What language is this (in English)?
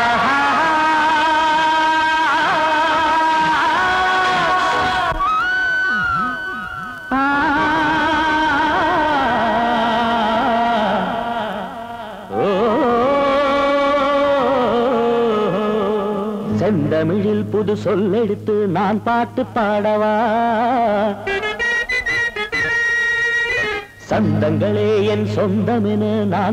Tamil